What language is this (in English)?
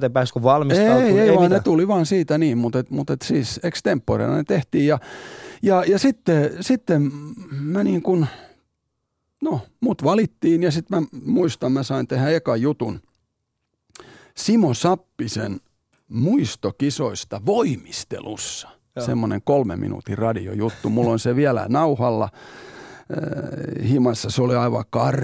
Finnish